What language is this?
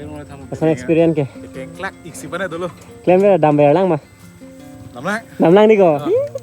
Karbi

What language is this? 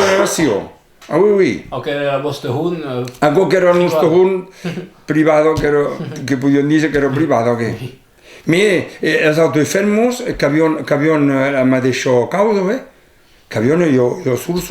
Occitan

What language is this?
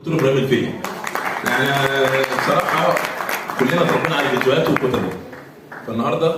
Egyptian Arabic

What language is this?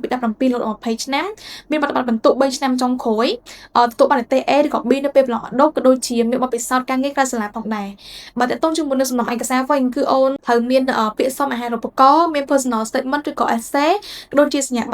Khmer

